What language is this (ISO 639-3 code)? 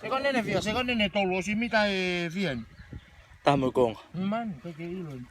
ton